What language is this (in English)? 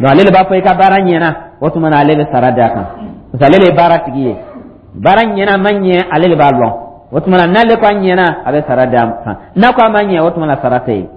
Dyula